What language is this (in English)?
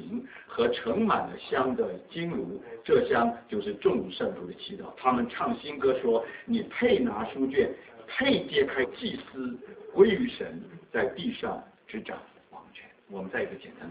Chinese